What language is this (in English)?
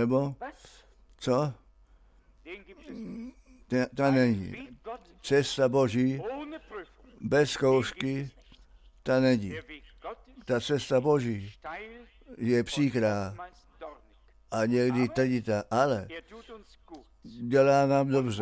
Czech